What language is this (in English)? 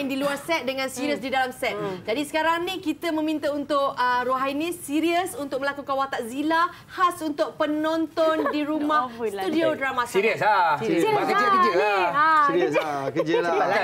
Malay